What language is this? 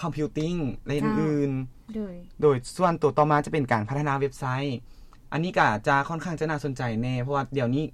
Lao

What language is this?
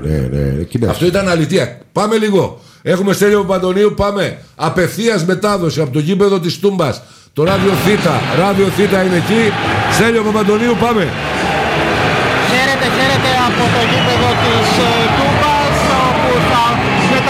Greek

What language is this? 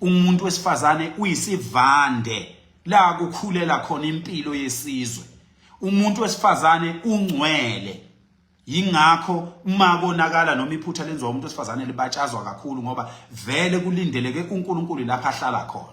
Zulu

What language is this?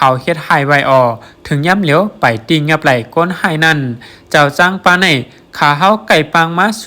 Shan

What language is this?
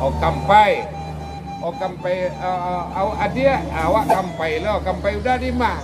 Minangkabau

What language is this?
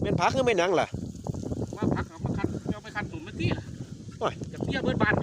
Northeastern Thai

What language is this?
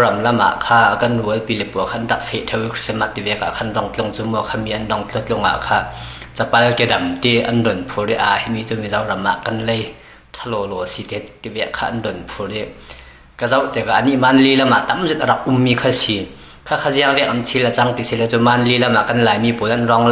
Falam Chin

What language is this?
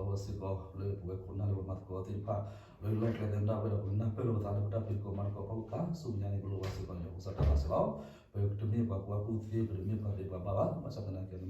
S'gaw Karen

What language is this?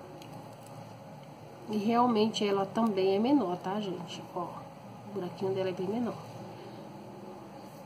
Portuguese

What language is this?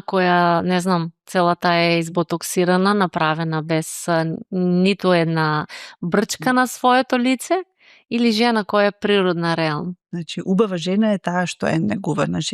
Macedonian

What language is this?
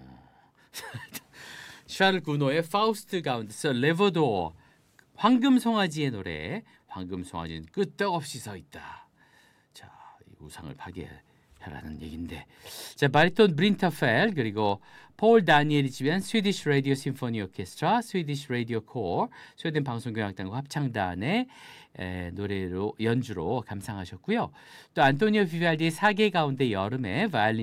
Korean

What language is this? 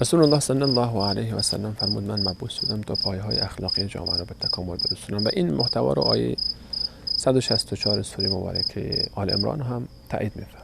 Persian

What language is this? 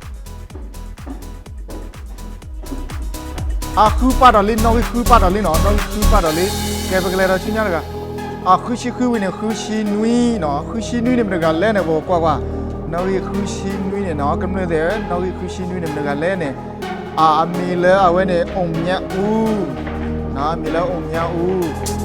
S'gaw Karen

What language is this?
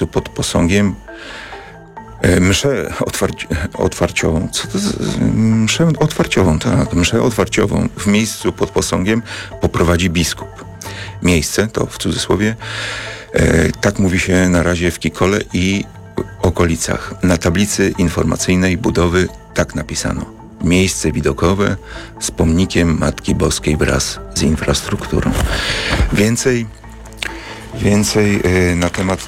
Polish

